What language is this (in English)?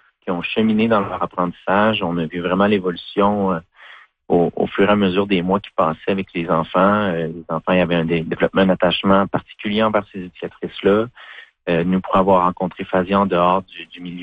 French